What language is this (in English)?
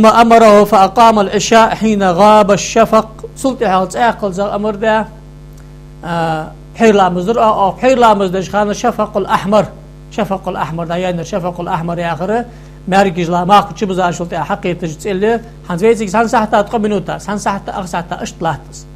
Ingush